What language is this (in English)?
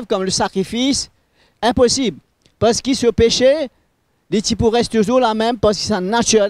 Morisyen